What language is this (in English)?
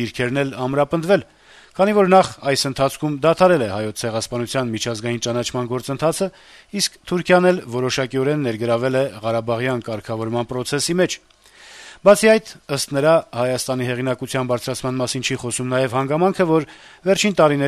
Armenian